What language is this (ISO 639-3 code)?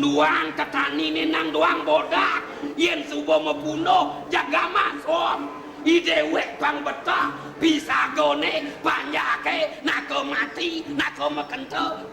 ban